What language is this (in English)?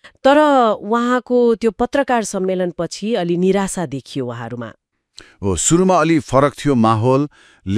Nepali